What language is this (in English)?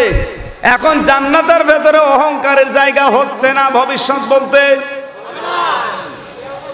Bangla